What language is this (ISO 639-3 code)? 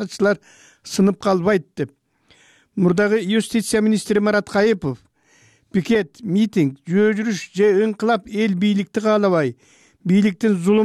kir